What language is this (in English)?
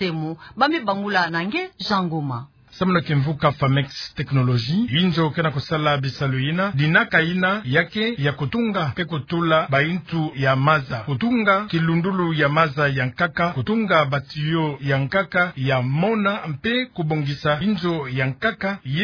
Kituba (Democratic Republic of Congo)